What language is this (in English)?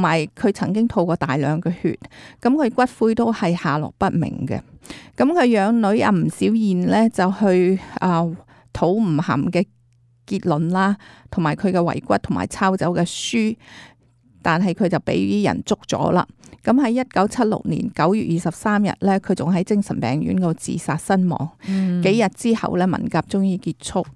Cantonese